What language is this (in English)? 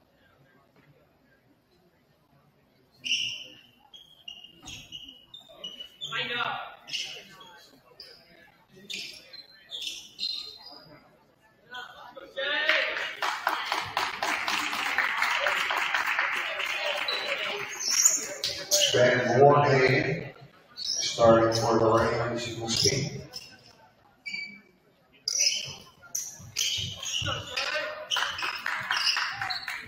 English